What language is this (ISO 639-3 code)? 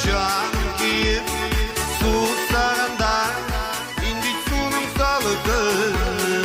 bak